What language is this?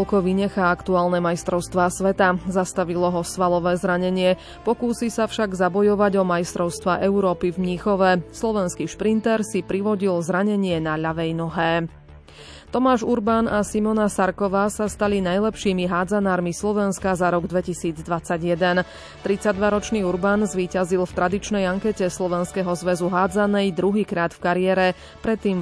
Slovak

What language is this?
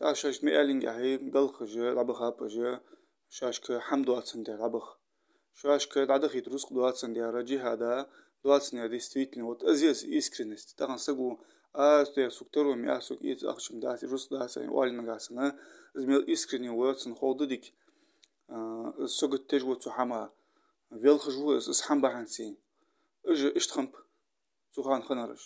Ingush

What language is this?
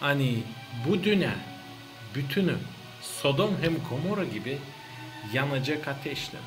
Gagauz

